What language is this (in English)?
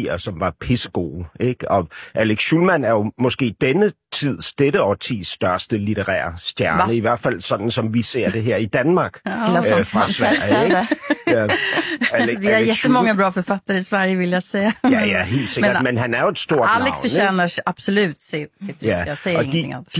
Danish